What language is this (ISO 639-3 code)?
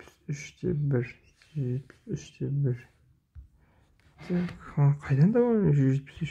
kaz